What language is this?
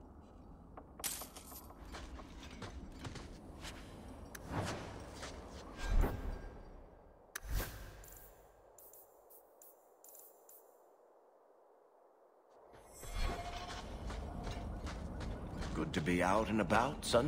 English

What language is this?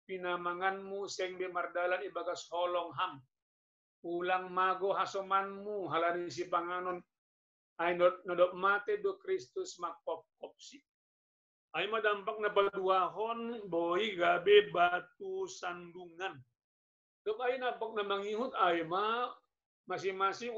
Batak Simalungun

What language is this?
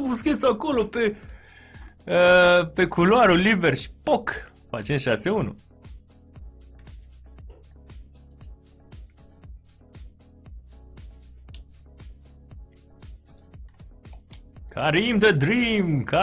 Romanian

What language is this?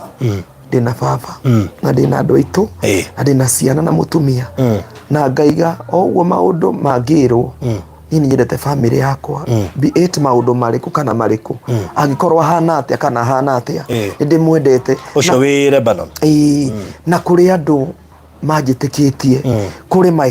Kikuyu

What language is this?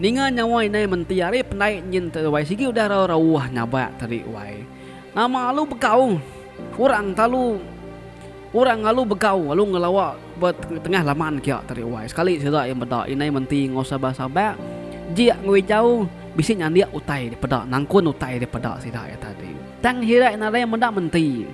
Iban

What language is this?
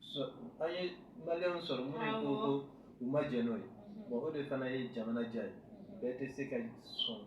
Bambara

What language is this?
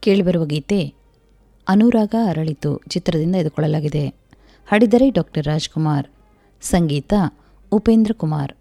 Kannada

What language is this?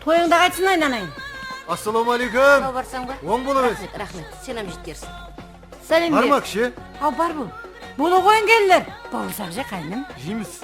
Kara-Kalpak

